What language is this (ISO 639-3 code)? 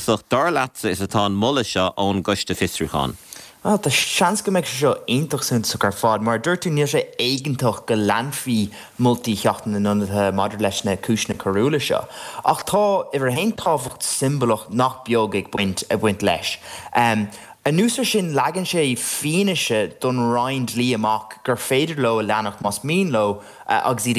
gle